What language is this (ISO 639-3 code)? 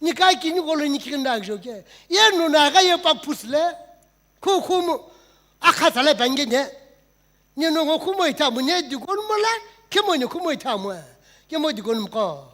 nsm